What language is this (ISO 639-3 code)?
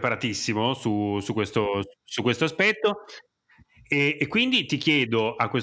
ita